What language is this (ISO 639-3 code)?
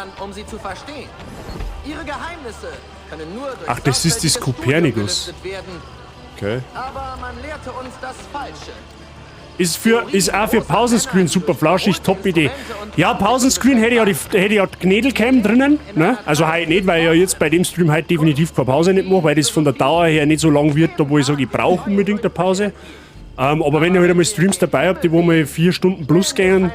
bar